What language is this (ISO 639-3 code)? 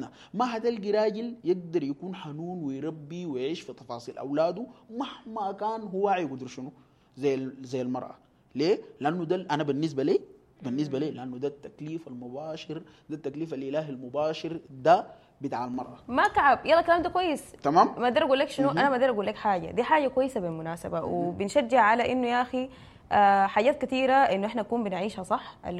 apd